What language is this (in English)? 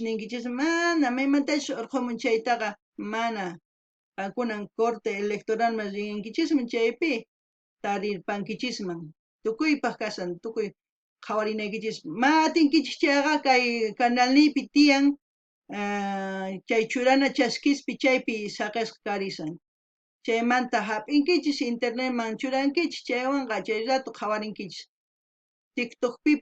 South Bolivian Quechua